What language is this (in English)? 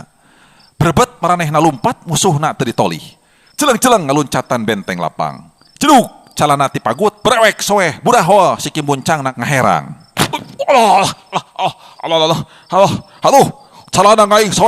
Sundanese